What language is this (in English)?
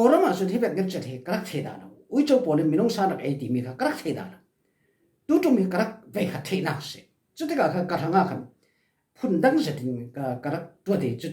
Falam Chin